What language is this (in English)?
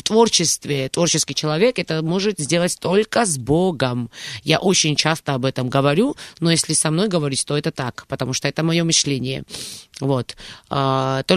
Russian